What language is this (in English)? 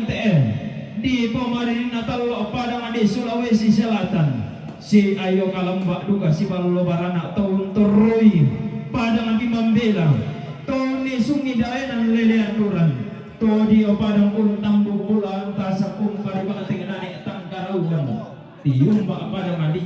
Toraja-Sa'dan